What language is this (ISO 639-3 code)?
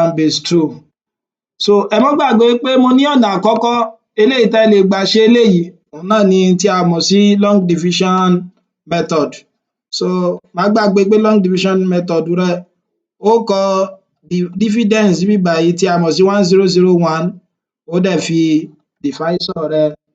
yor